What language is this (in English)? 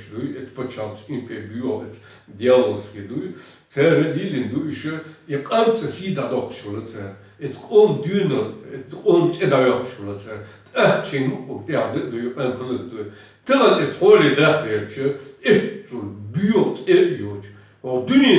Chechen